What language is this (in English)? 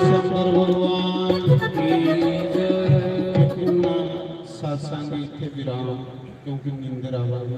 Dogri